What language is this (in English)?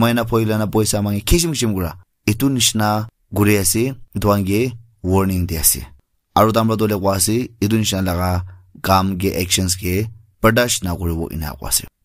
Naga Pidgin